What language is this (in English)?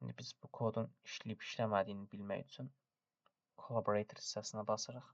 Azerbaijani